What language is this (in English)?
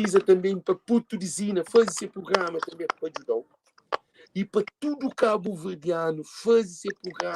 Kabuverdianu